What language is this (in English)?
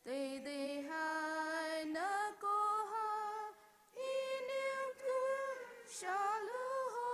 Poumei Naga